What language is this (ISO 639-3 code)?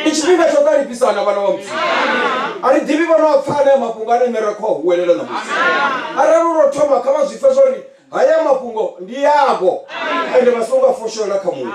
ven